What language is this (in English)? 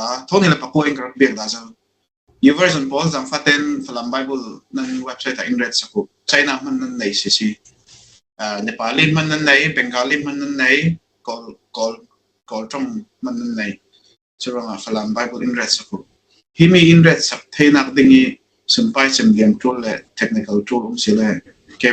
Falam Chin